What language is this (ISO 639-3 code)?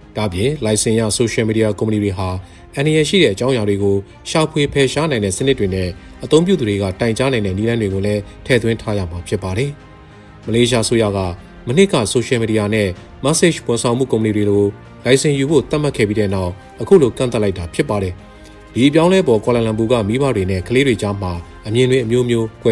mya